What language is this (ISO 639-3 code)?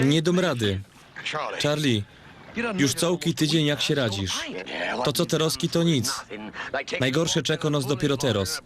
szl